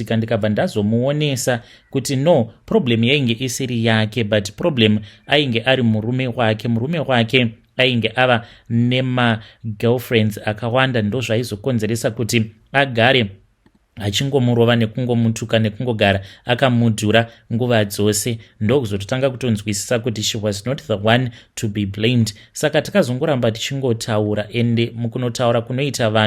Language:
Shona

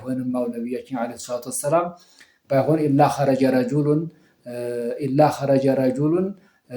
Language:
Amharic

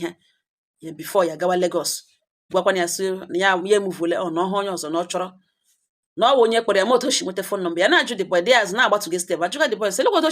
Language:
Igbo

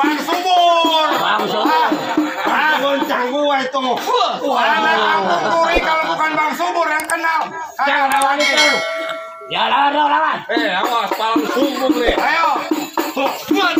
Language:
Betawi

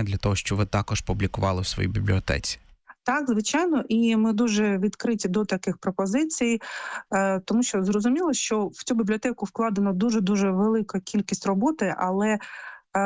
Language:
Ukrainian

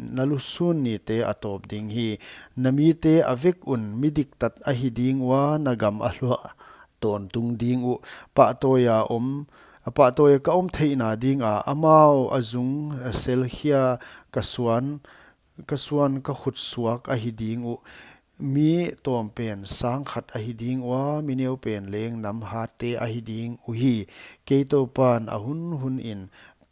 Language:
Paite Chin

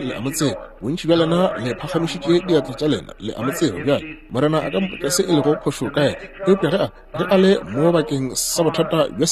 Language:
Northern Sotho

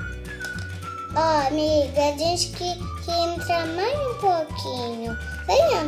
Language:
Portuguese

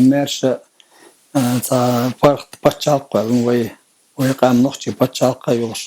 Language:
Chechen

